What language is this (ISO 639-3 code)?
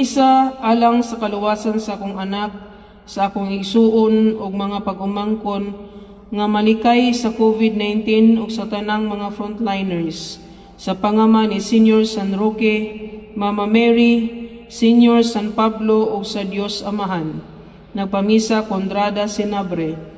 ceb